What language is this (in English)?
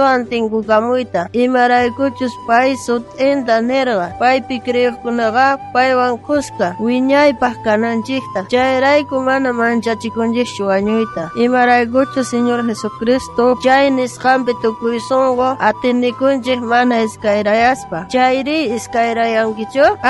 South Bolivian Quechua